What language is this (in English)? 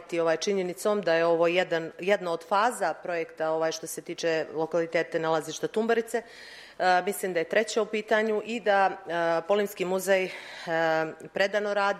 Serbian